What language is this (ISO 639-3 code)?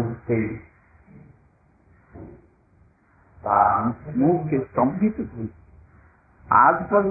ben